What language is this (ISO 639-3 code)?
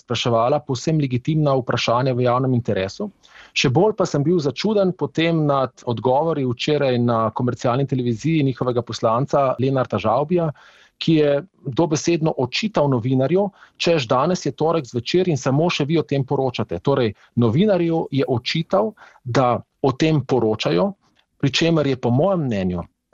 slv